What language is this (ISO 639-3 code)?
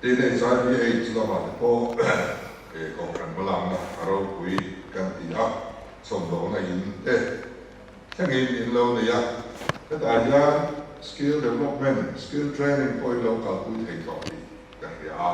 lus